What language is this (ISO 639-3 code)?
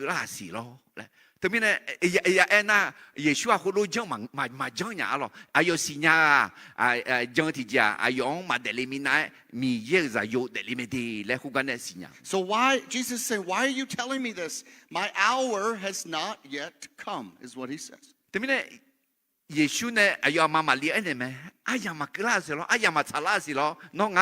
ahk